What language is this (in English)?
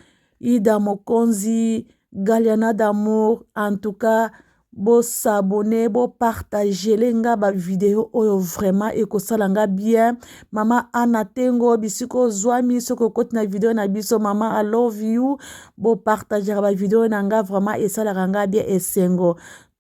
Lingala